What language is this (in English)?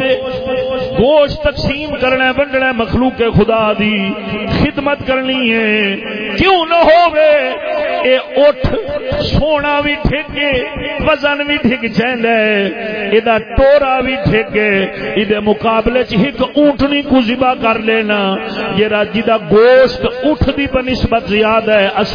Saraiki